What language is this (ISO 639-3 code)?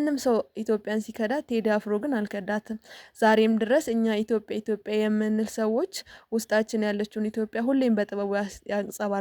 amh